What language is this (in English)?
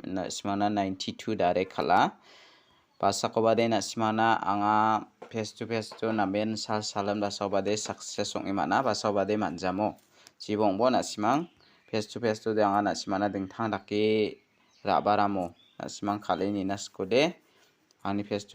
Garo